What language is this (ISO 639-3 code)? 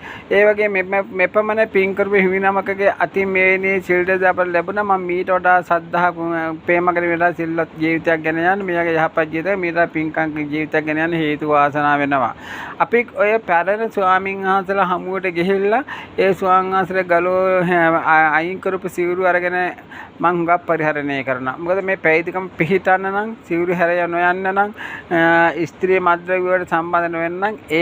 sin